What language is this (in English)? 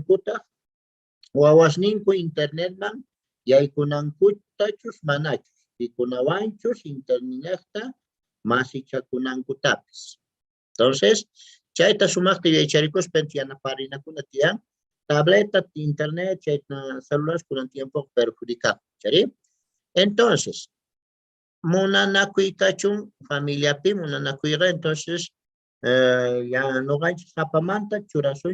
South Bolivian Quechua